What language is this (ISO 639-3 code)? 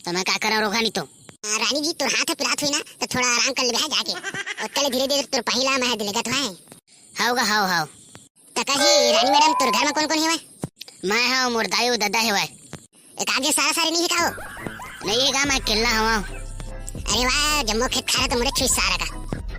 hne